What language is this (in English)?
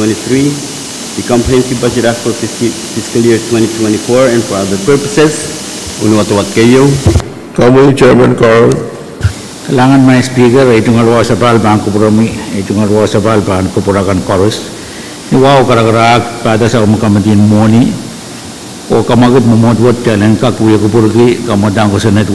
Pohnpeian